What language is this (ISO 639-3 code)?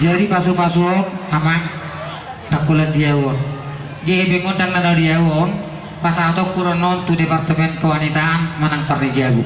bbc